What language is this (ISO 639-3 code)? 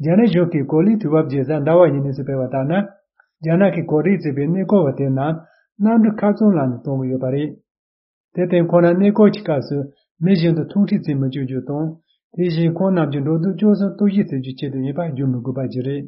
bod